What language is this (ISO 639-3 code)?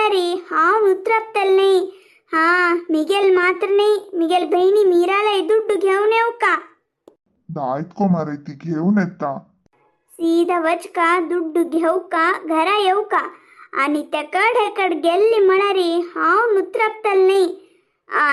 kok